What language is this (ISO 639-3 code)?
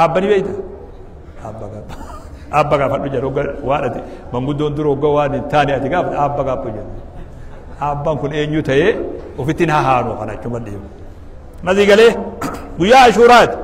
orm